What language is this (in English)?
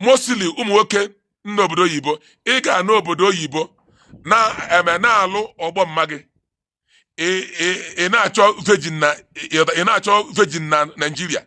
Igbo